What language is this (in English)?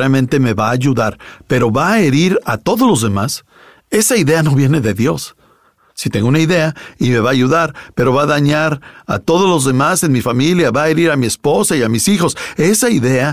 Spanish